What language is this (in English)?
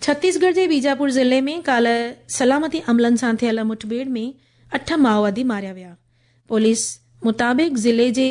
Sindhi